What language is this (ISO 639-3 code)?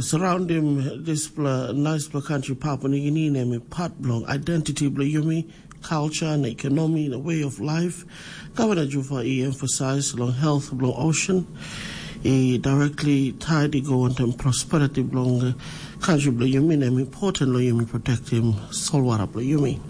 tpi